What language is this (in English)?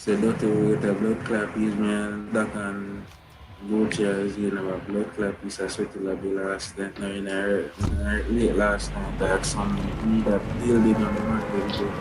Jamaican Creole English